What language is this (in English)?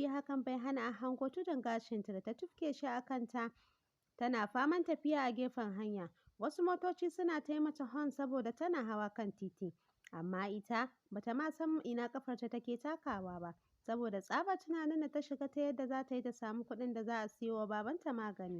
Hausa